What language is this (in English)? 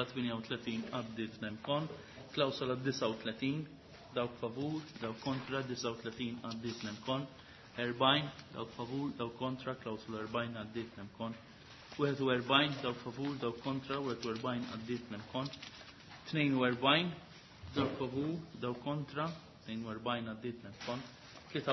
Maltese